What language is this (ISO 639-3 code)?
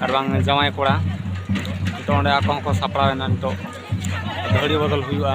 sat